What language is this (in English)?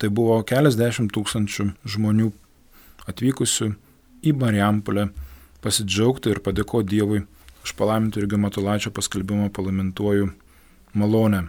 Lithuanian